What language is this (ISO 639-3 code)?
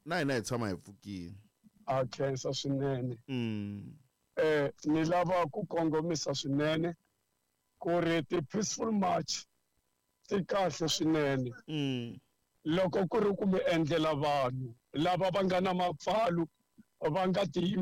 tso